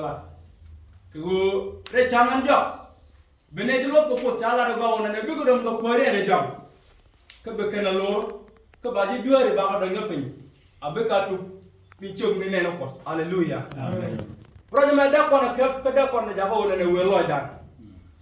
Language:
Nuer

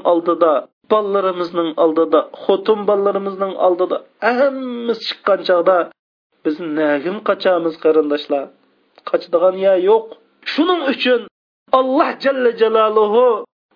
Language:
Uyghur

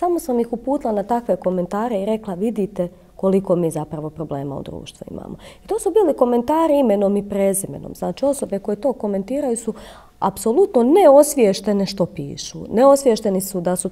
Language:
Croatian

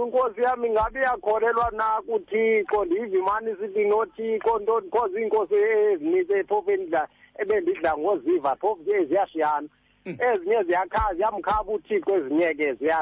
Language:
Xhosa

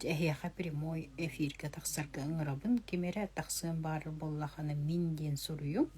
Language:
Yakut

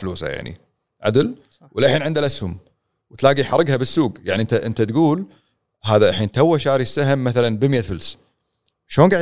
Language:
Gulf Arabic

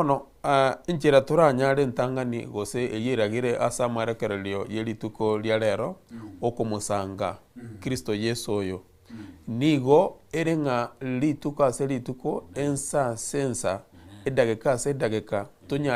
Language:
Gusii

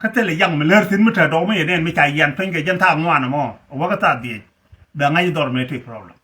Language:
Nuer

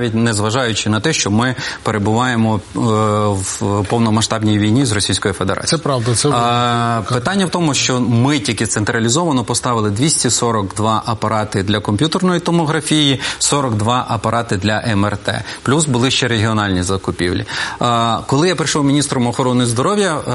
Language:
Ukrainian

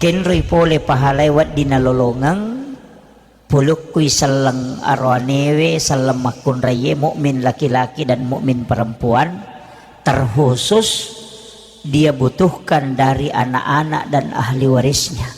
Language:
Buginese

